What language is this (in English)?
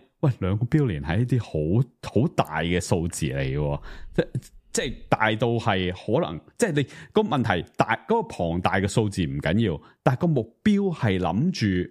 Cantonese